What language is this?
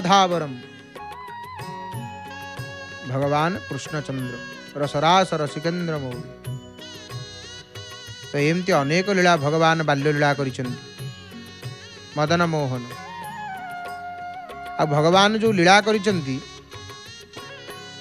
Odia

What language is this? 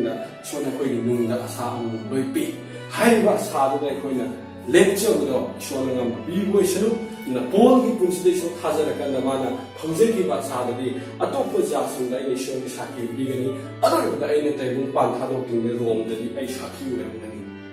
Manipuri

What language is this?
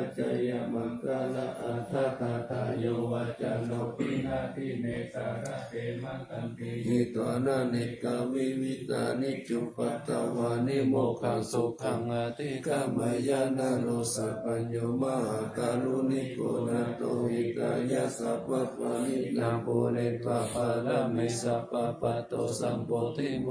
Pali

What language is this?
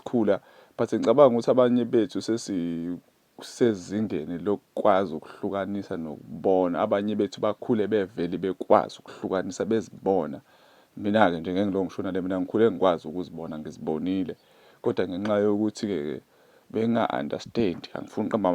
Zulu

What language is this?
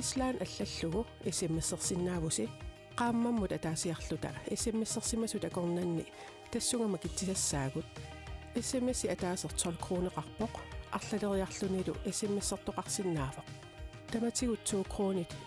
Kalaallisut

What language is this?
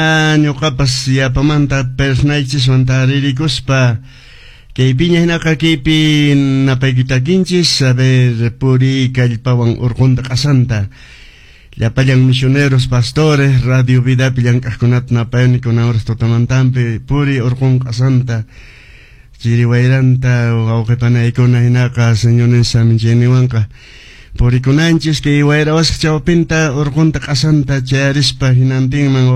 Quechua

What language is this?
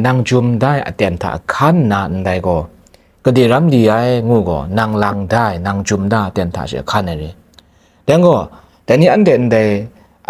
Kachin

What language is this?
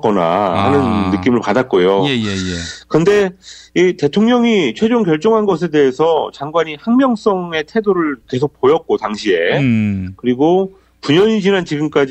Korean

